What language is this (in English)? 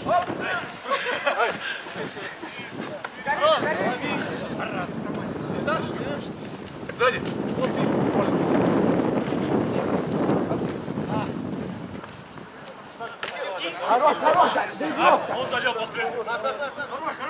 Russian